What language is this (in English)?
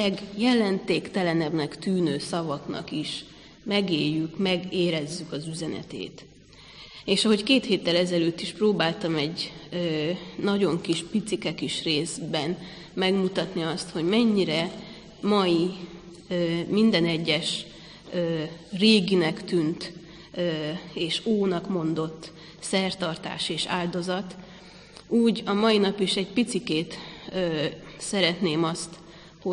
Hungarian